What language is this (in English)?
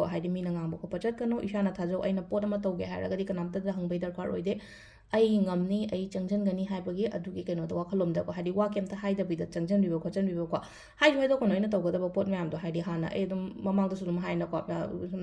Manipuri